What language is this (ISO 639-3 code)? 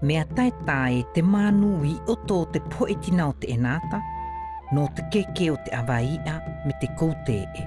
mqm